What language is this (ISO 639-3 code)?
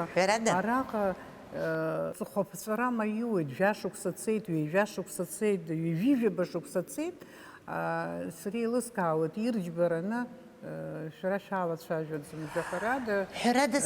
abk